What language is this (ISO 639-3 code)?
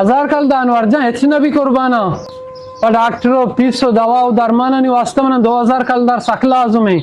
bal